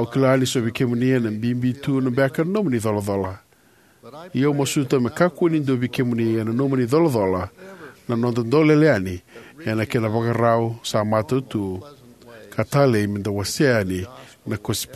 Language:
Fijian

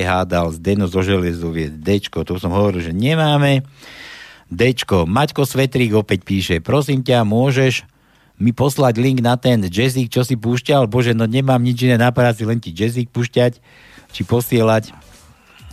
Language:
Slovak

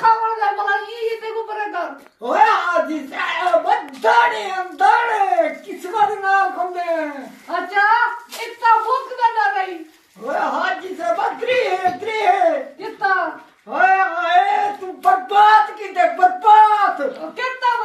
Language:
Saraiki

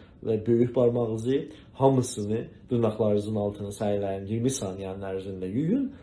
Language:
South Azerbaijani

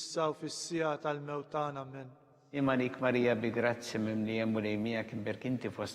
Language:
Maltese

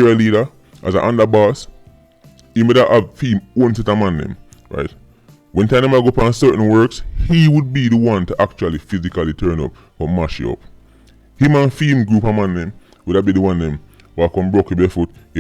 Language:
Jamaican Creole English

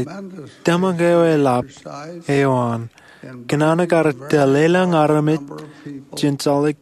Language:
Marshallese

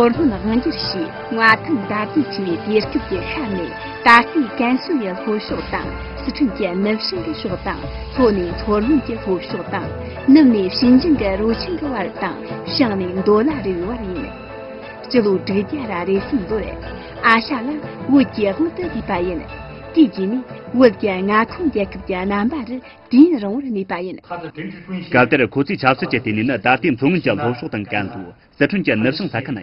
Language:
Tibetan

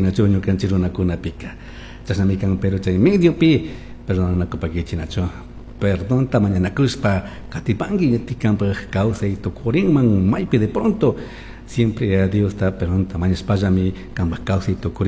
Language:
Chimborazo Highland Quichua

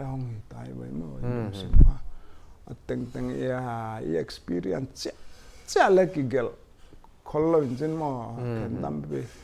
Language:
Paite Chin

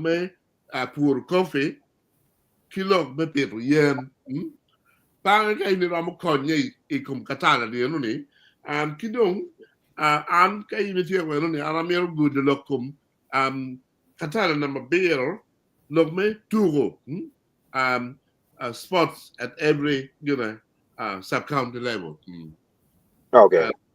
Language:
Acoli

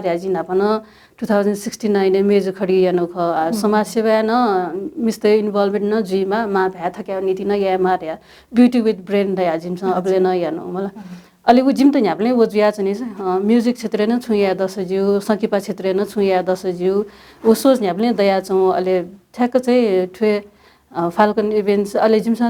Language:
Newari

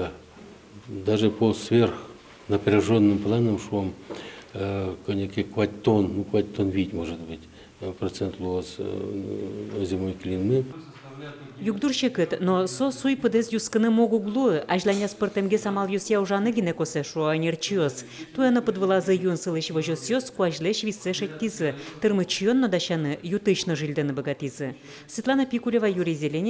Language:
Udmurt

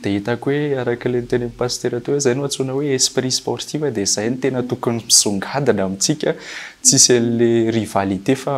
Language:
Malagasy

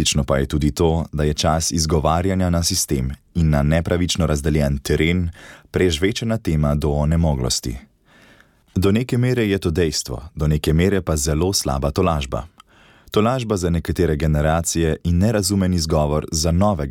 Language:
Slovenian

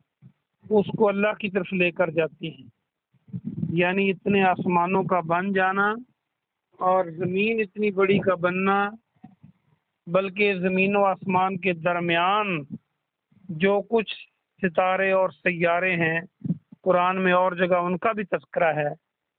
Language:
Urdu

